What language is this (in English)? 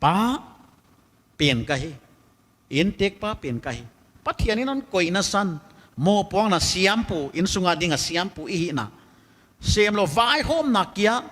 Paite Chin